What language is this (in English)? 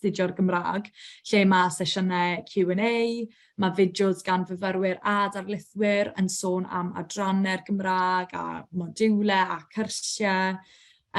Welsh